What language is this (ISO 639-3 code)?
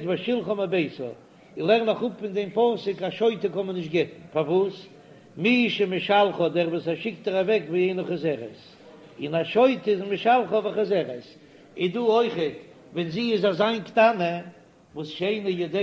yid